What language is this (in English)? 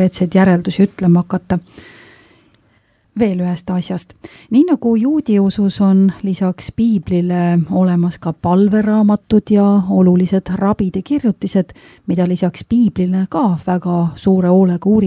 Estonian